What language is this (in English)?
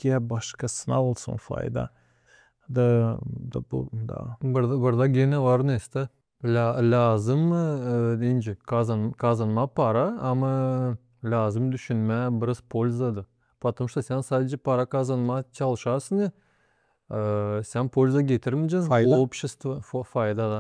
Gagauz